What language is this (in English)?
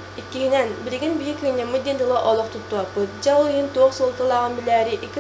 Yakut